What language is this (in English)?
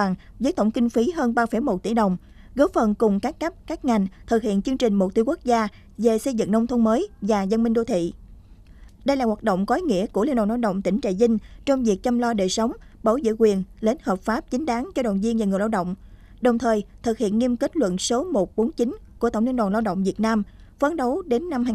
Vietnamese